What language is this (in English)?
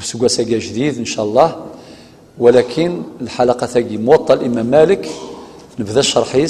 Kabyle